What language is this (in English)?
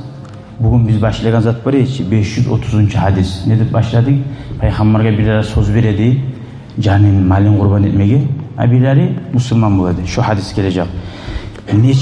Kumyk